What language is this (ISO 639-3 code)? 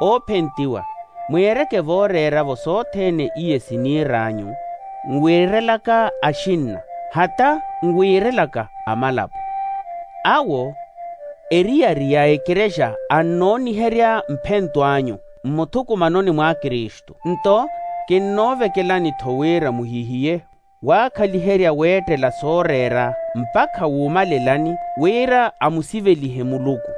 vmw